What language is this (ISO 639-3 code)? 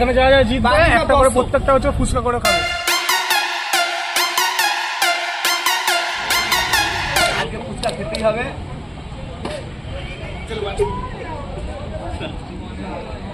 ben